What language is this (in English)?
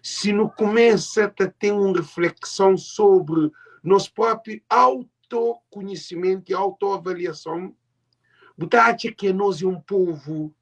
Kabuverdianu